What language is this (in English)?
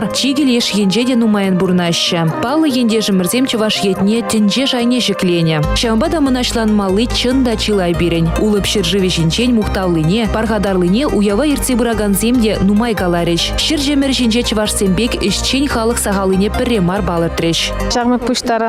Chuvash